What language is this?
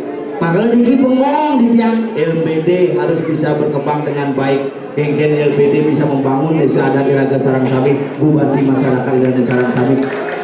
Balinese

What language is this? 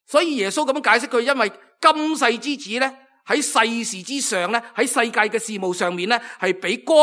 Cantonese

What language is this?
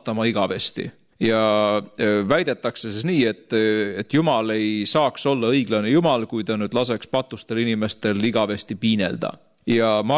Estonian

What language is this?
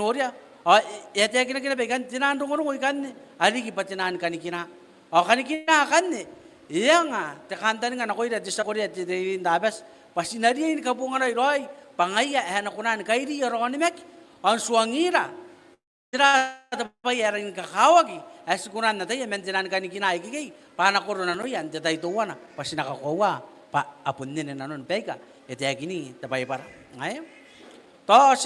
Gilbertese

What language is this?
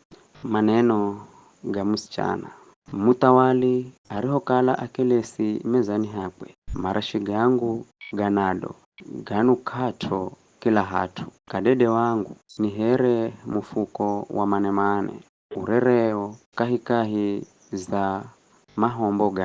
Giryama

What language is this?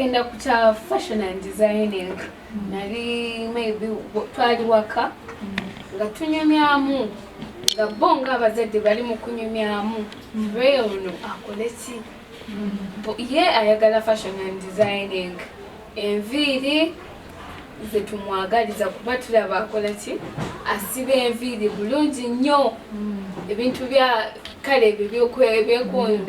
Ganda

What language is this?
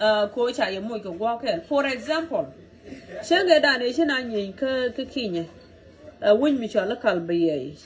Nuer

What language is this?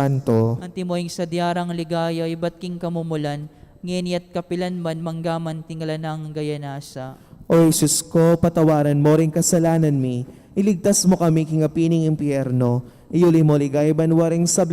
Pampanga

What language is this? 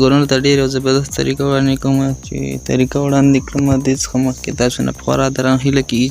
Pashto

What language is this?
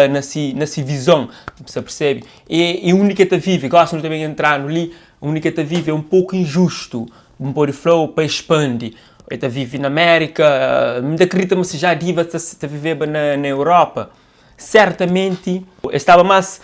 Kabuverdianu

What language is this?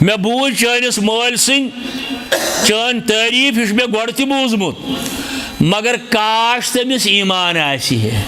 Kashmiri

